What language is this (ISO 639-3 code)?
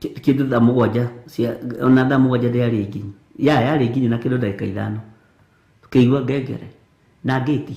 kik